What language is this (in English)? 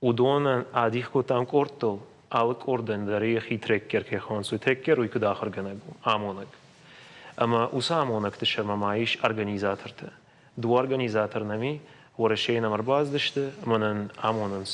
Ossetic